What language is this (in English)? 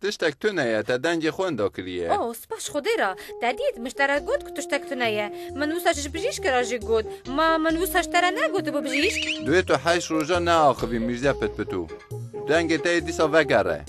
Kurdish